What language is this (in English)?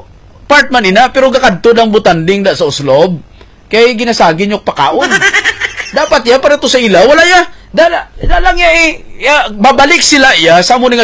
Hiligaynon